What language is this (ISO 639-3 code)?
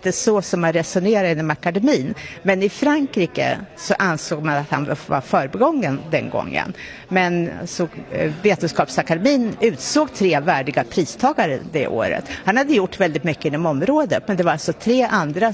swe